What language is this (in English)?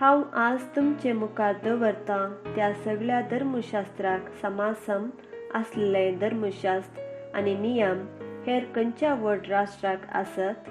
Konkani